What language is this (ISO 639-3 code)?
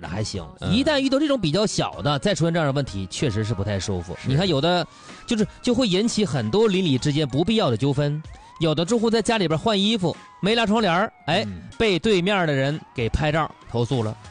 zho